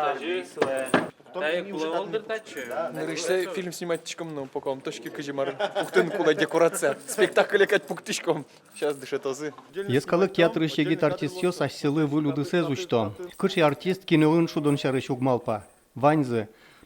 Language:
Udmurt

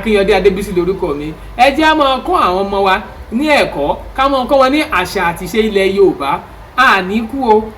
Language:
Yoruba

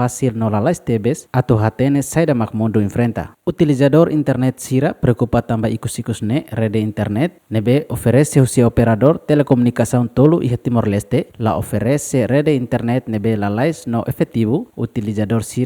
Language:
Tetum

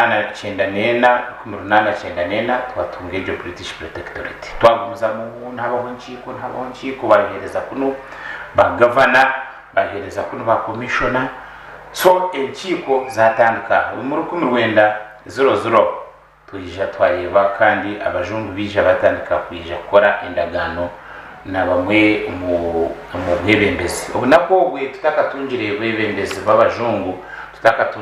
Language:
Nyankole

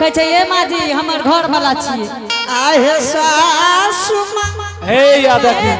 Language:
Angika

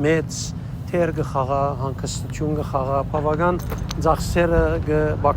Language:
Western Armenian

